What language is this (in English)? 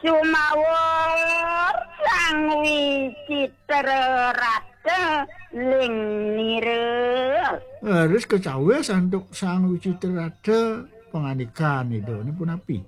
Balinese